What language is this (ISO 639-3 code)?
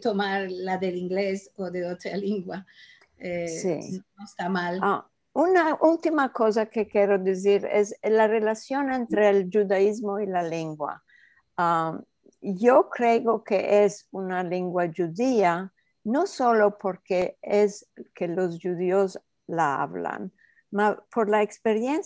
lad